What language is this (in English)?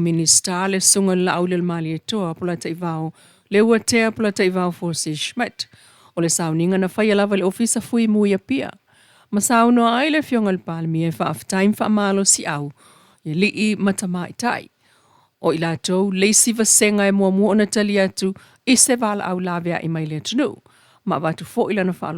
Samoan